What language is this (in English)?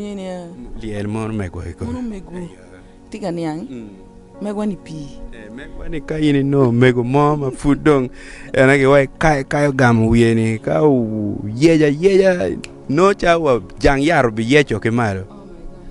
Acoli